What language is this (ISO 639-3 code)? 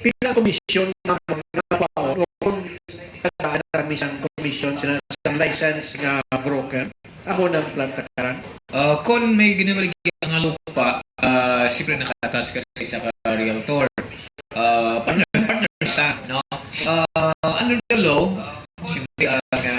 hil